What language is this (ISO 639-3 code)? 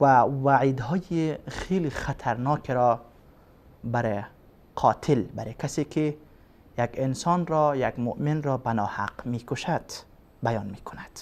fas